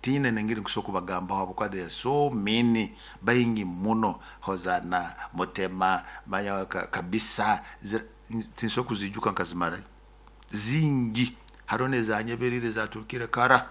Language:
Nyoro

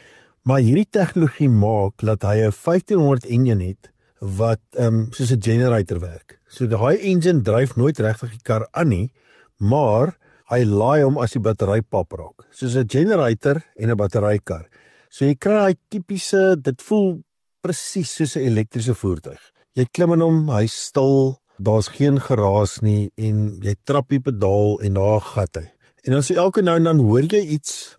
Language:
Afrikaans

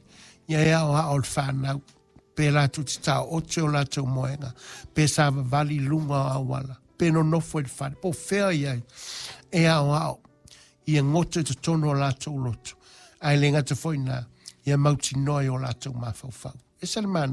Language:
Samoan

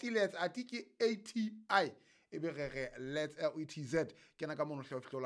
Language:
Southern Sotho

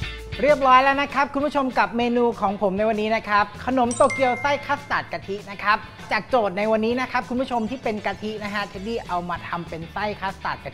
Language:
Thai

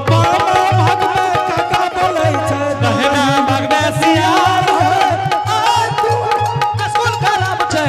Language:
Angika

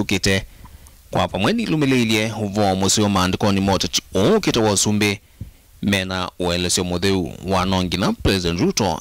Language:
Kamba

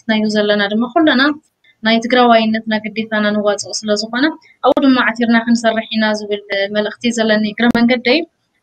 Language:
Tigrinya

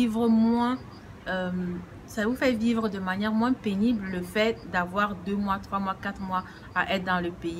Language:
French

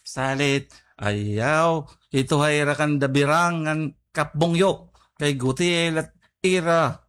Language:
Waray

